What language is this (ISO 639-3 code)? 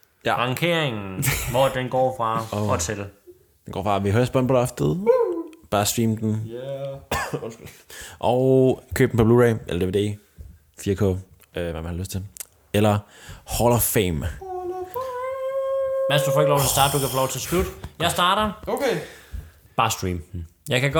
dan